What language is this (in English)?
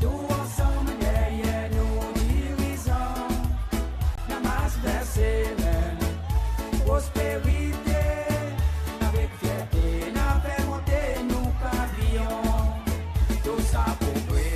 Seselwa Creole French